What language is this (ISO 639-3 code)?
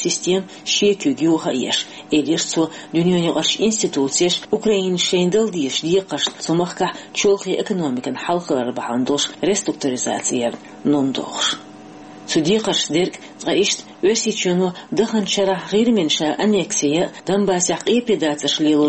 che